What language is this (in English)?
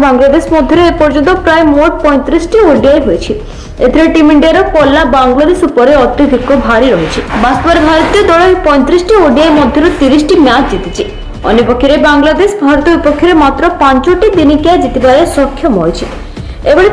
Odia